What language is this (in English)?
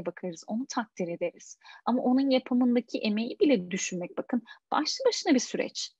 Turkish